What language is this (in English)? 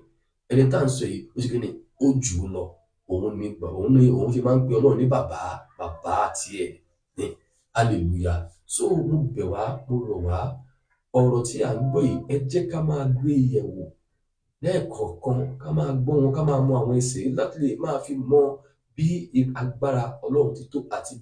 Yoruba